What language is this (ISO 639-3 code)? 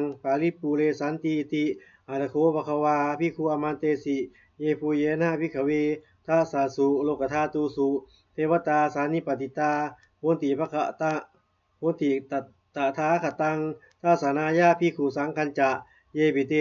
pli